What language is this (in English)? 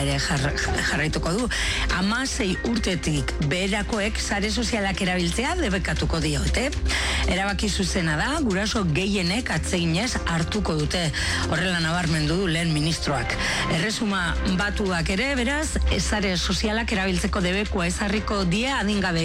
Basque